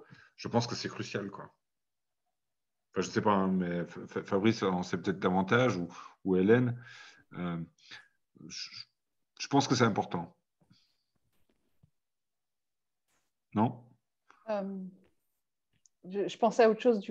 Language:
French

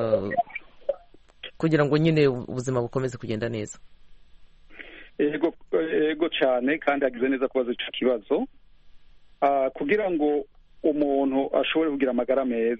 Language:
Kinyarwanda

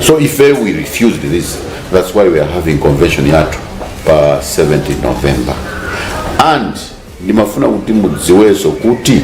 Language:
Nyanja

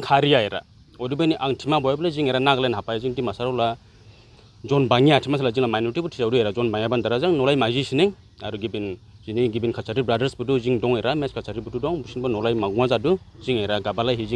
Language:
Dimasa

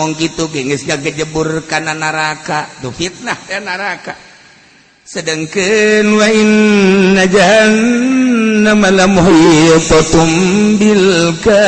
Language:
Sundanese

